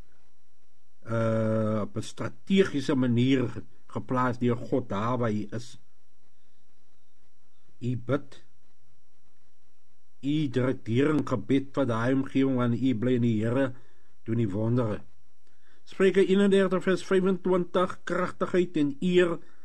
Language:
Afrikaans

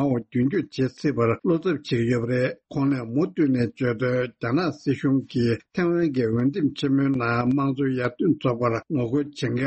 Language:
Tibetan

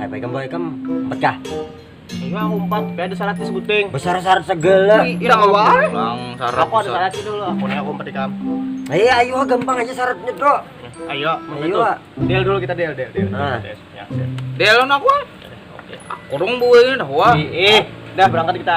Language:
Banjar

